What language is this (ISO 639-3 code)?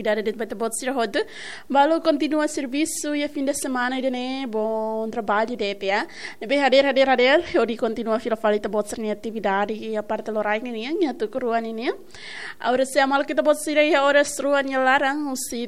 tet